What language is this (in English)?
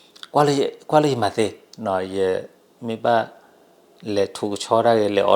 S'gaw Karen